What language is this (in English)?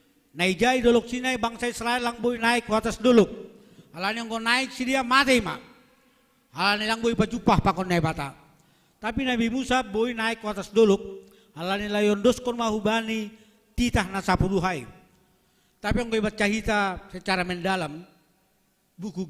Batak Simalungun